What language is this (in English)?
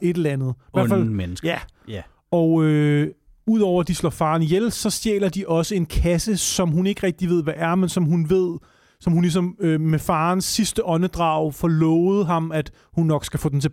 Danish